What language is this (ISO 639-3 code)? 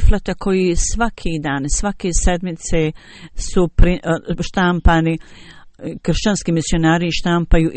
bos